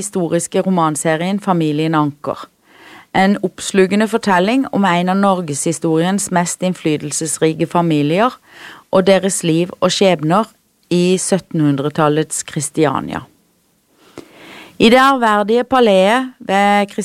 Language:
Norwegian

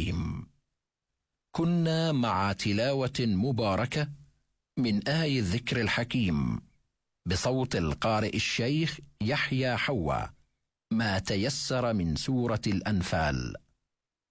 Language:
Arabic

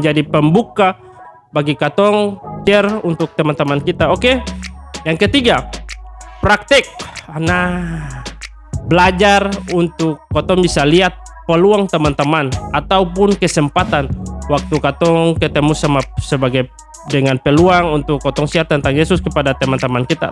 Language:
Ambonese Malay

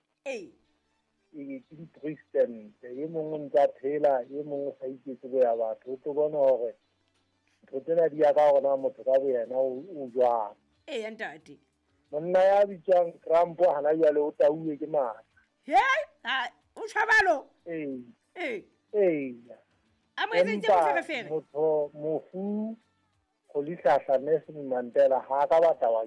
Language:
Southern Sotho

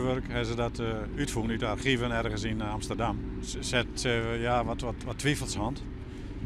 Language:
Western Frisian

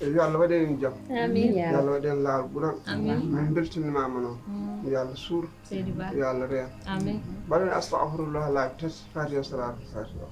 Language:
Fula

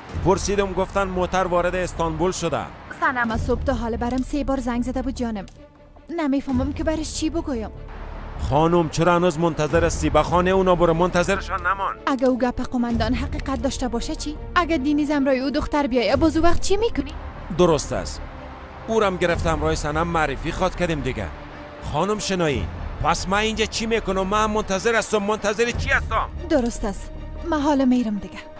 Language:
Persian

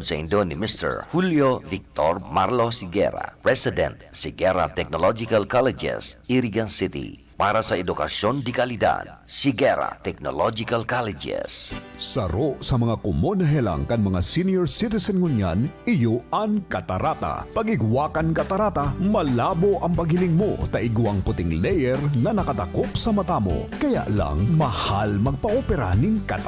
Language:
Bikol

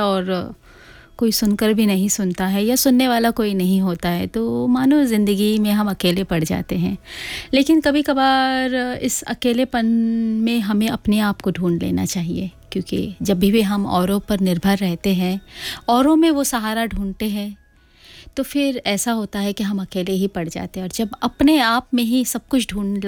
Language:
Hindi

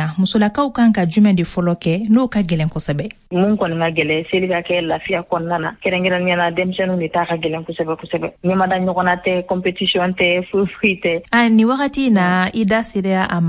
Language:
Bambara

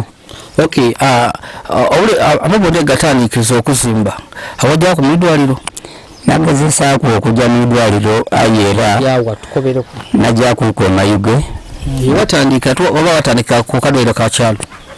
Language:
Ganda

